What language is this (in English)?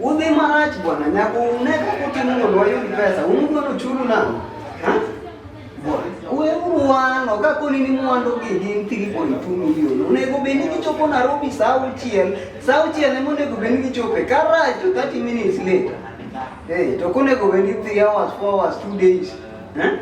Luo (Kenya and Tanzania)